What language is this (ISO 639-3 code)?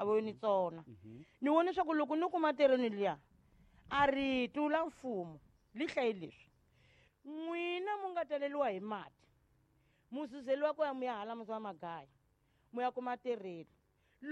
tso